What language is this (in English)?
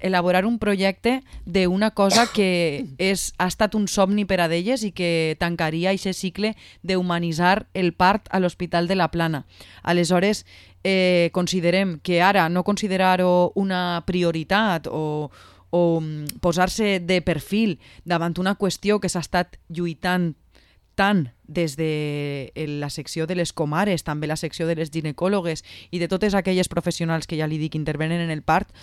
Catalan